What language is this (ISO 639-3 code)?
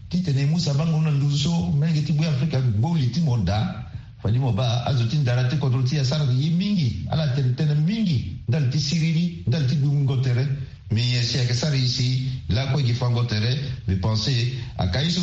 sag